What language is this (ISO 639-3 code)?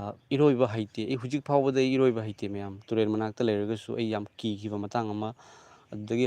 mni